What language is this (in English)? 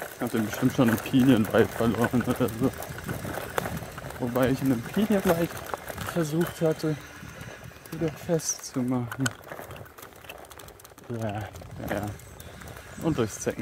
German